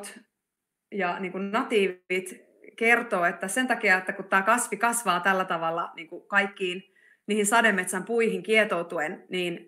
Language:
Finnish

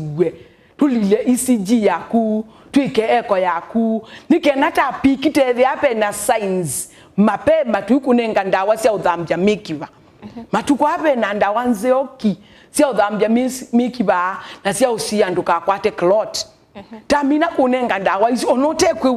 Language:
Kamba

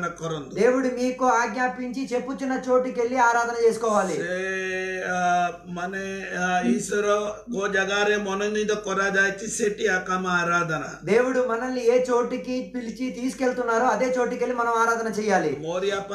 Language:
Telugu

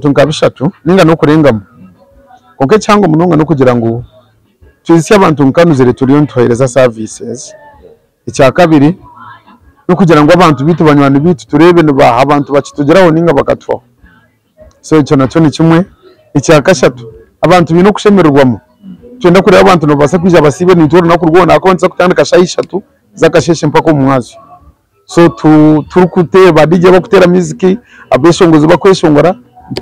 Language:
Nyankole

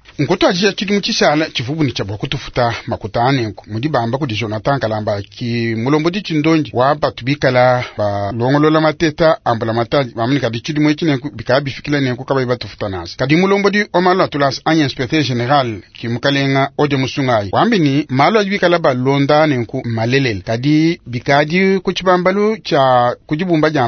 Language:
Luba-Lulua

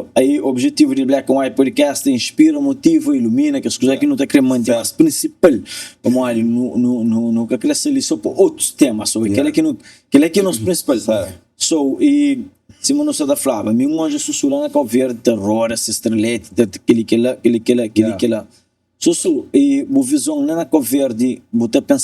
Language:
Kabuverdianu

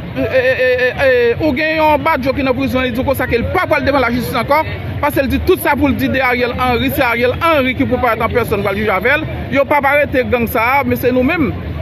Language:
Haitian Creole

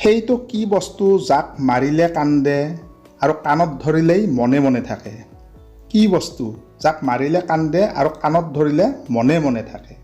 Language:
Assamese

